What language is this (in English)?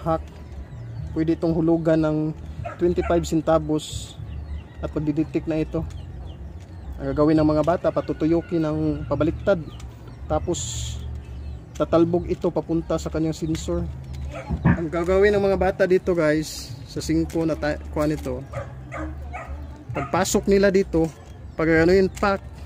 Filipino